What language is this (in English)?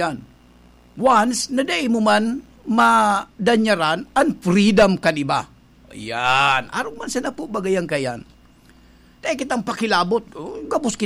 Bikol